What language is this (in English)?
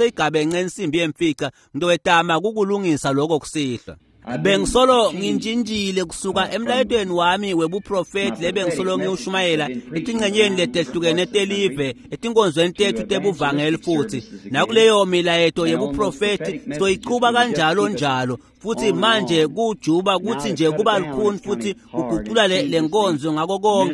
Swati